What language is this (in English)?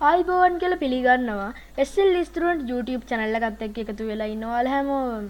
Sinhala